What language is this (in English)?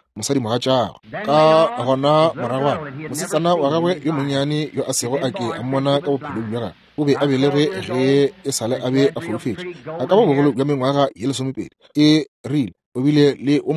Northern Sotho